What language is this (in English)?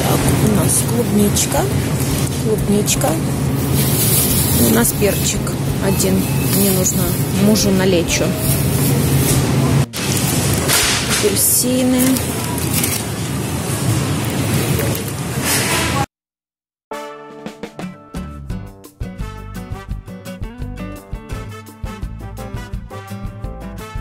Russian